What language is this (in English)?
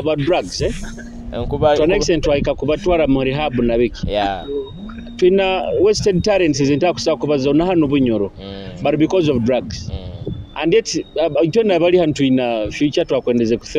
Nyoro